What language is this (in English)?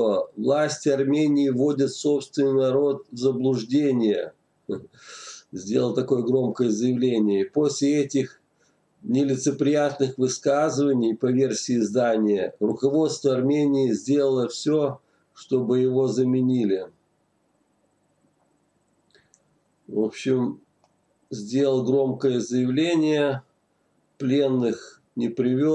Russian